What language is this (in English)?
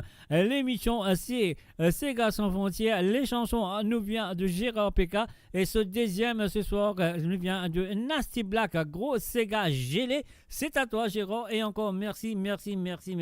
Morisyen